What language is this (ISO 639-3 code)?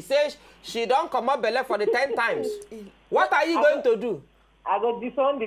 pcm